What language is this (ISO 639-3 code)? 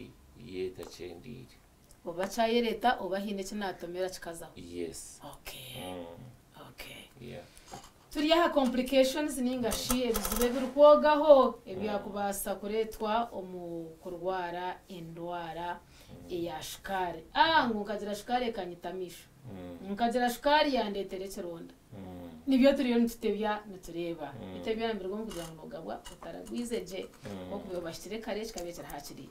nyn